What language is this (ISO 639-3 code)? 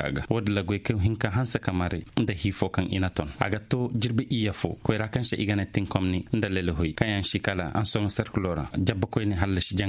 ses